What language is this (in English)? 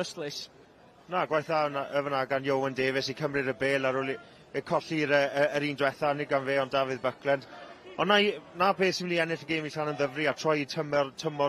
Welsh